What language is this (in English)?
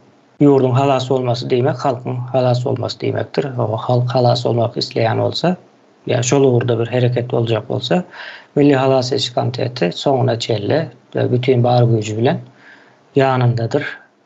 Turkmen